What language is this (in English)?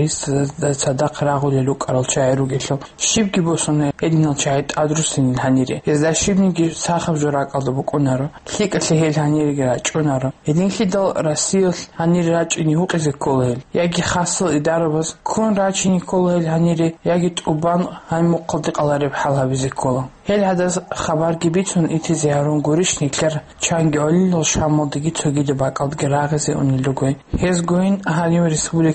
Avaric